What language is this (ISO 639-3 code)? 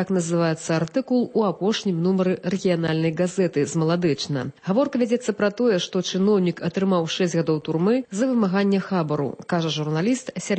bel